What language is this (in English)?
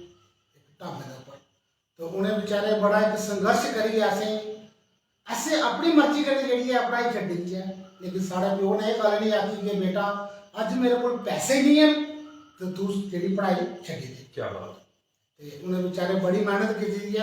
Dogri